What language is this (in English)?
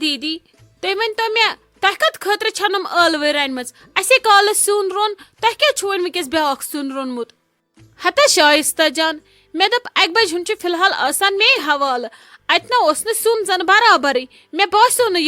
Kashmiri